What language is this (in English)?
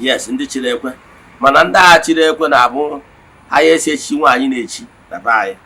Igbo